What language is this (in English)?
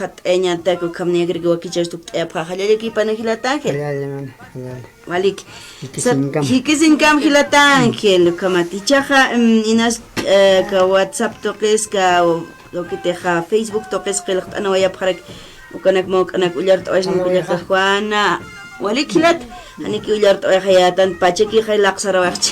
Aymara